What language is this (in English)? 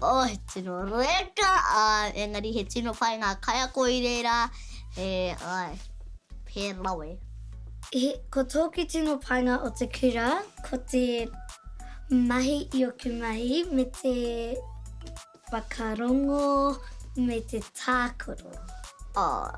Māori